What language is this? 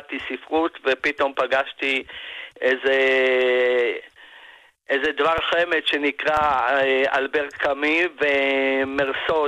Hebrew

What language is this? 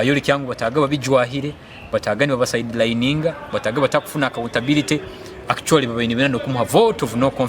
Nyankole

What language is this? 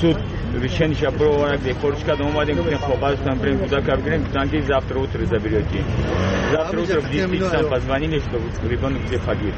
Tajik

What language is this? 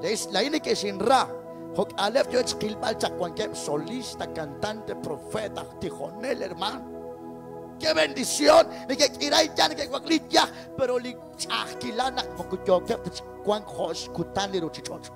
Kekchí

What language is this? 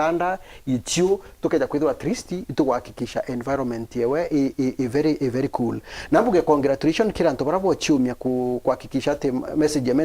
Meru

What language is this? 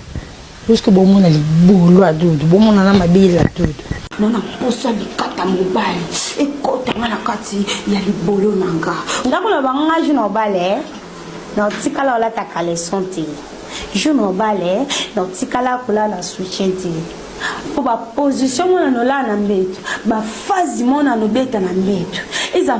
Lingala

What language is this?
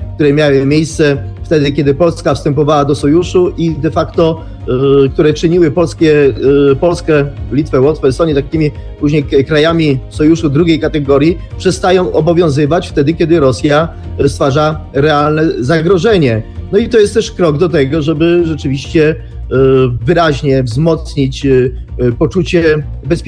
Polish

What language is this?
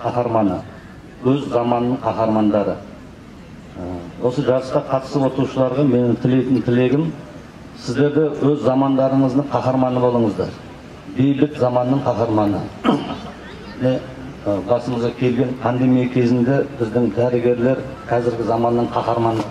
Kazakh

